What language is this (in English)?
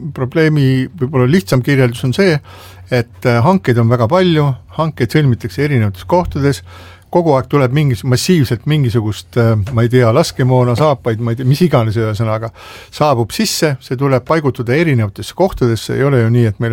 Estonian